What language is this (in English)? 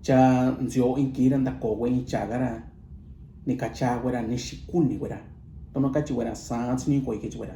Mixtepec Mixtec